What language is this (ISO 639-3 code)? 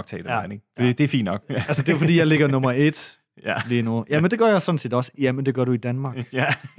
dan